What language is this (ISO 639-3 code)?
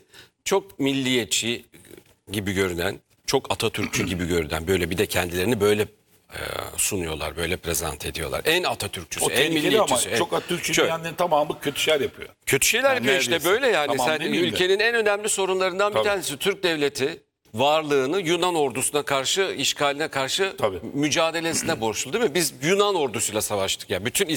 tur